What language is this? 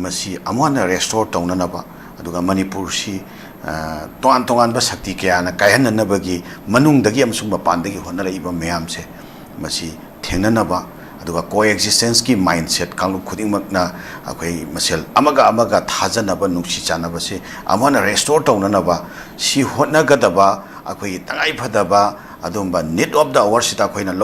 Manipuri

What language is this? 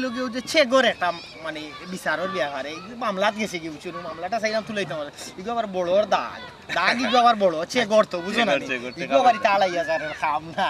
Sylheti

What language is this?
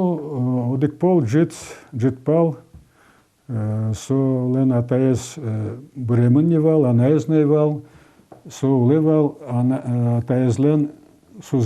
Udmurt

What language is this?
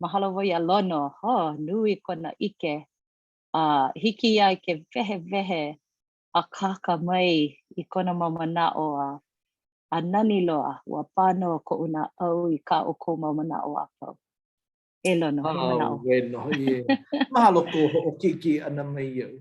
Hawaiian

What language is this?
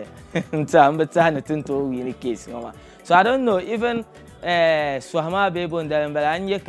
Dagbani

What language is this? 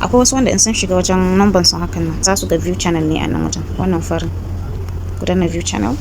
Hausa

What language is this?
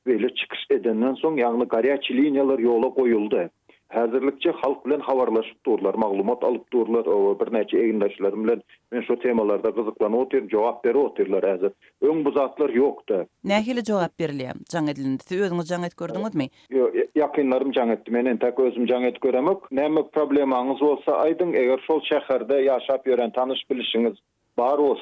Turkmen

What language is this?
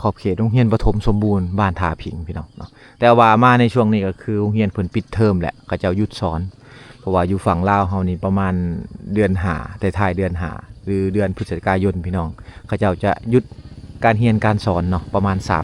Lao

